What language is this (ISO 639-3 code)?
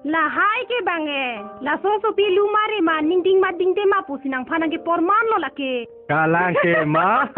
mjw